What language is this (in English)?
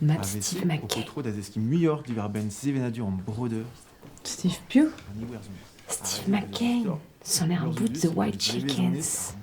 Breton